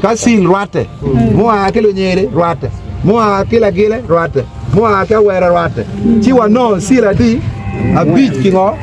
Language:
Acoli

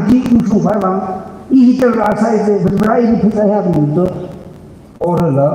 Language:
Tangkhul Naga (India)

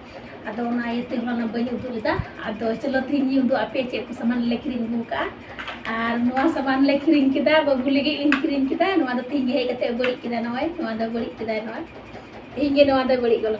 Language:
Santali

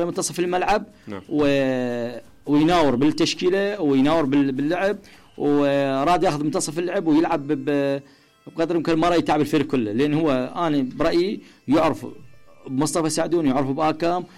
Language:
Mesopotamian Arabic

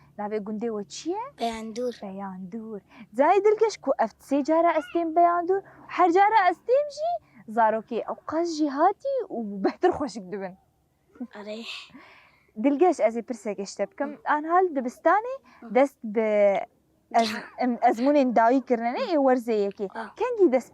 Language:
Kurdish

